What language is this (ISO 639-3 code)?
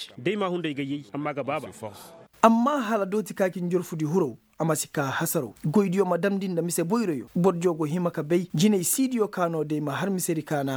ses